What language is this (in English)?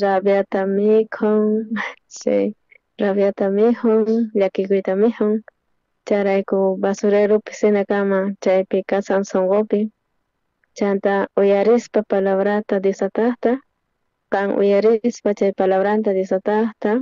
South Bolivian Quechua